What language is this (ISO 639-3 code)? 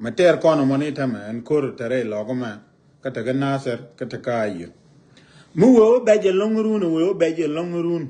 nus